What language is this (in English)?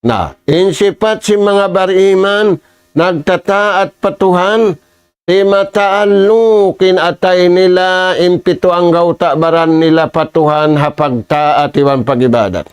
Tausug